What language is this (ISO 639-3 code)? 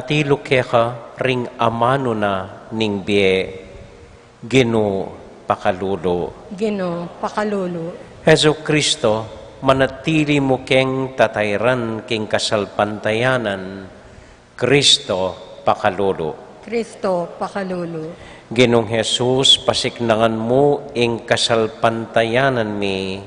pam